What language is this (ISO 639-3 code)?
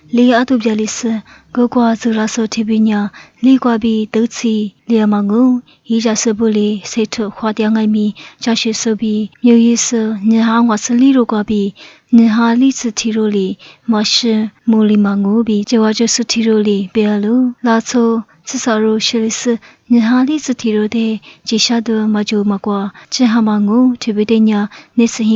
lis